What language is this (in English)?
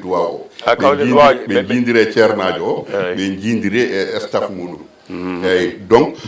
Fula